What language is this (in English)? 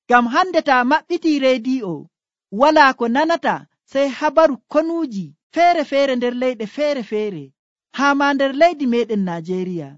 Nigerian Fulfulde